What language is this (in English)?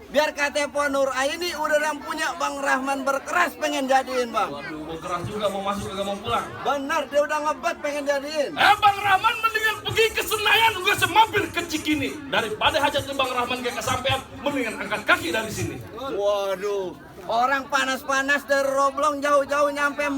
Betawi